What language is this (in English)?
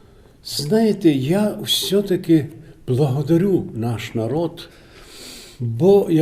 Rusyn